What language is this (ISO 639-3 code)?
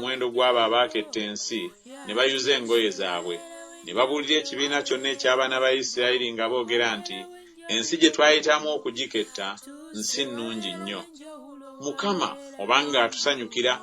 lug